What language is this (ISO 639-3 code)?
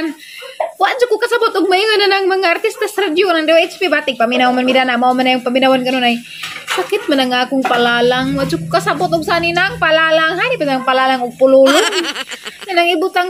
ceb